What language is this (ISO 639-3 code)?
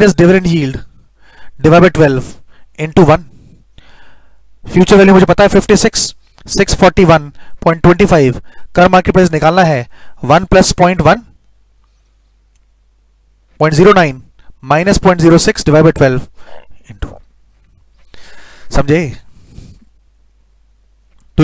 hin